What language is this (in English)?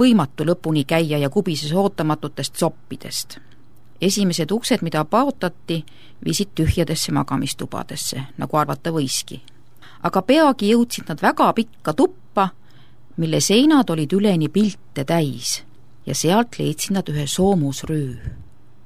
Estonian